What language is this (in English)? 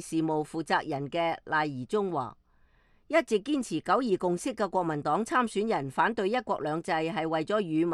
Cantonese